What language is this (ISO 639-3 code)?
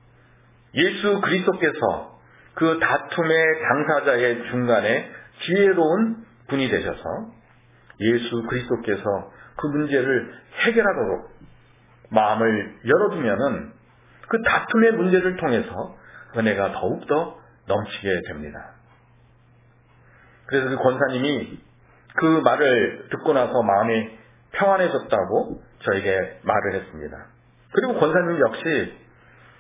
kor